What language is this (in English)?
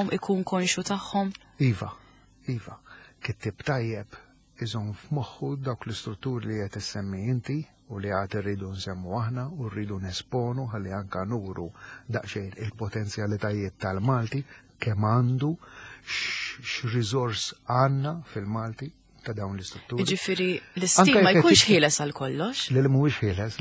Maltese